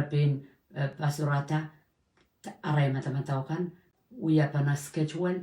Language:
Pohnpeian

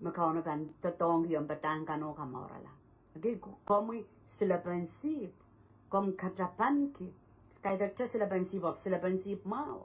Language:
Pohnpeian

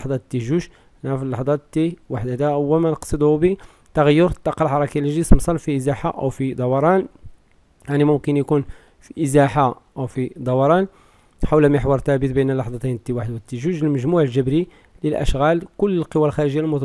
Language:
Moroccan Arabic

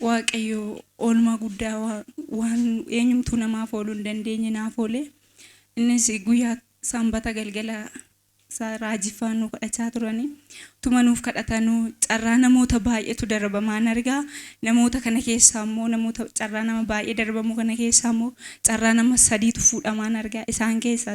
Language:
Oromo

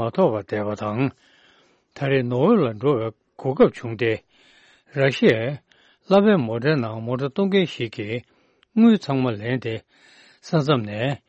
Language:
Tibetan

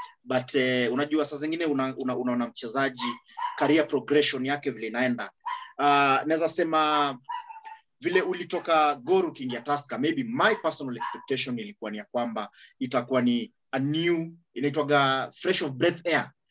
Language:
Swahili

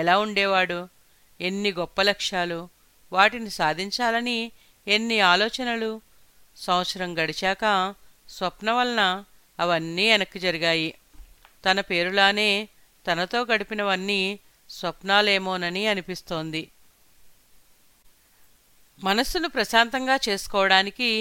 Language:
Telugu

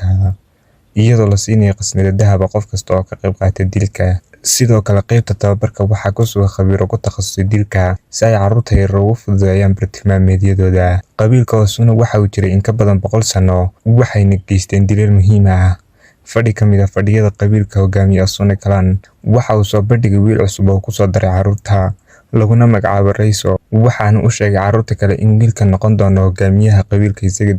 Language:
Somali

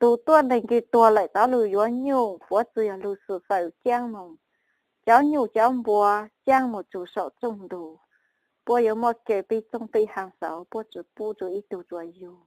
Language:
Hmong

